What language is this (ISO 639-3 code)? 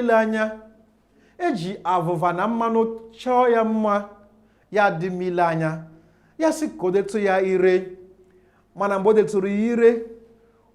ibo